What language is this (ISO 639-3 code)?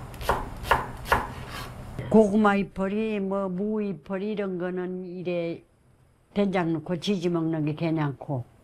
kor